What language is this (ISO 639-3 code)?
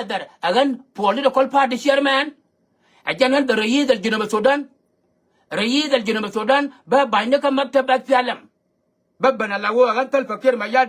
nus